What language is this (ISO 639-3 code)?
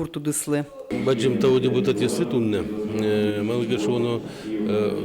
udm